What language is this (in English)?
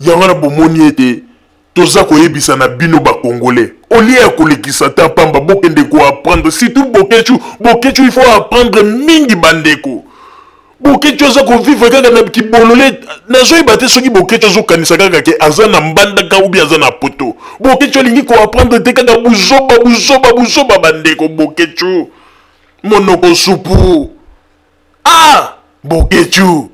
Lingala